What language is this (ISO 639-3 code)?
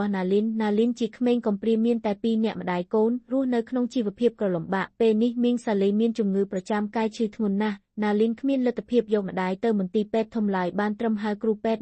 khm